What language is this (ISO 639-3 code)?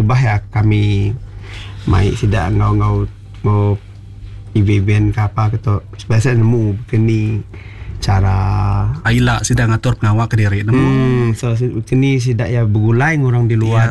iba